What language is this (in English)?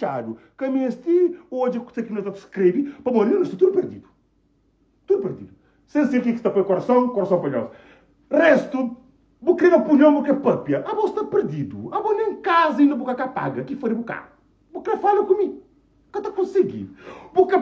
Kabuverdianu